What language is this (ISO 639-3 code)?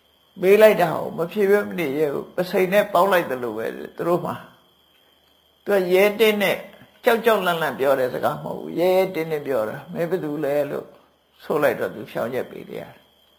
mya